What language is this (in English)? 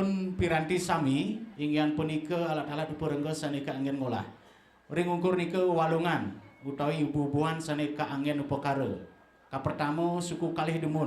Balinese